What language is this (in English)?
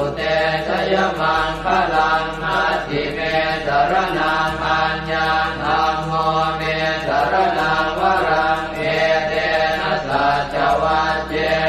Pali